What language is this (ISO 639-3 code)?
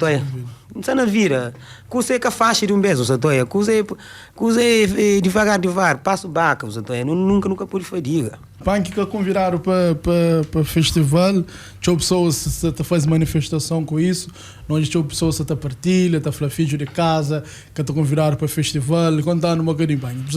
kea